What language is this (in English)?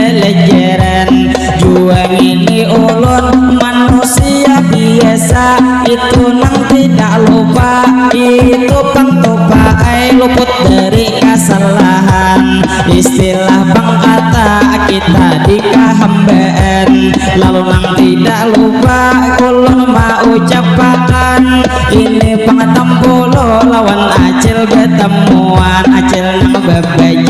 Banjar